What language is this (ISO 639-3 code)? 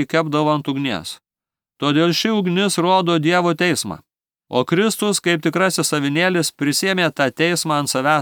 lit